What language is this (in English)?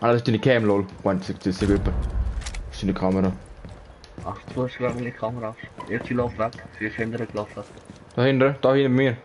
Swiss German